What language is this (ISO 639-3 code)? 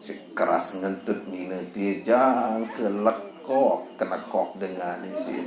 sas